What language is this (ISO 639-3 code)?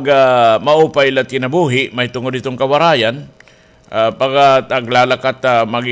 war